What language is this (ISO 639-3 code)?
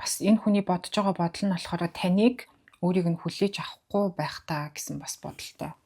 mon